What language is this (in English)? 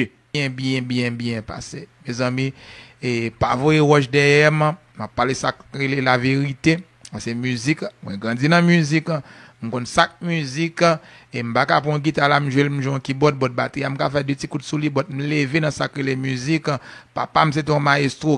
Haitian Creole